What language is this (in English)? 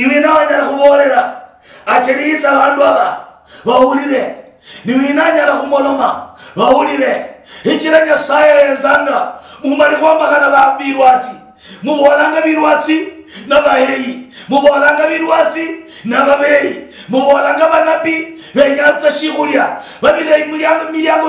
Luyia